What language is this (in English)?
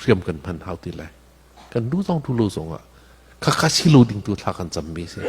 Falam Chin